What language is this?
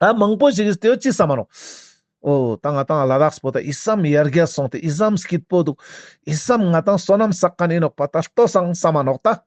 Ladakhi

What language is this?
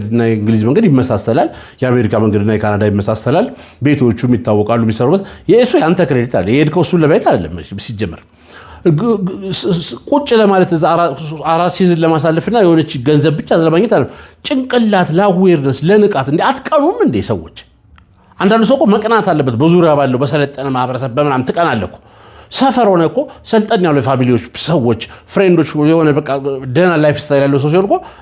Amharic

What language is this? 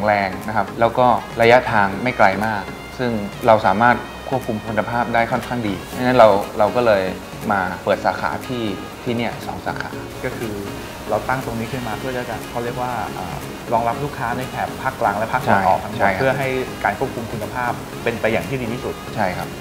Thai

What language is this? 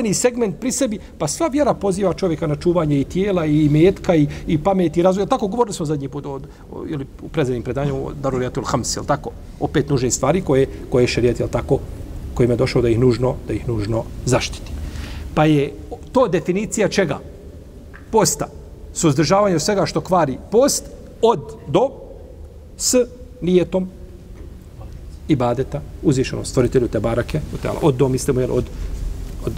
Bosnian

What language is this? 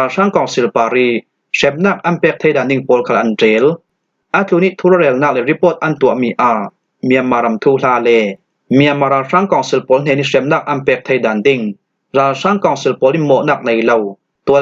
Falam Chin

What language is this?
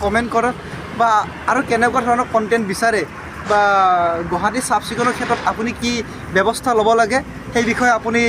Assamese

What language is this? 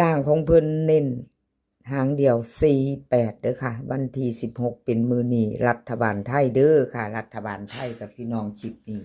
Lao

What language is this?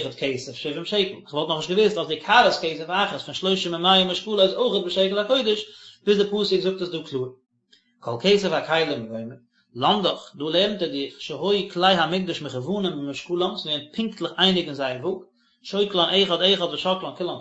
Yiddish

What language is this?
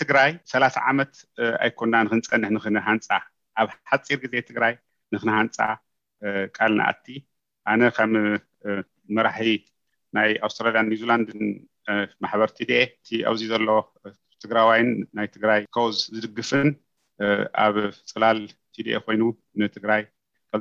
Tigrinya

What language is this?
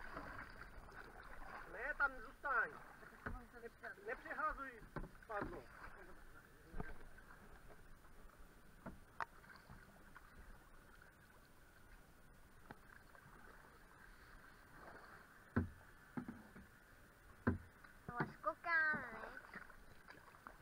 Czech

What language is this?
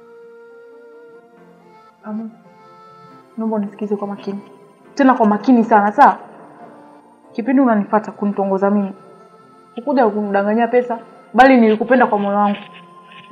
Swahili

